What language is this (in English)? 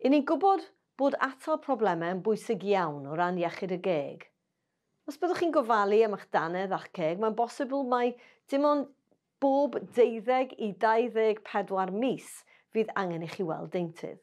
Welsh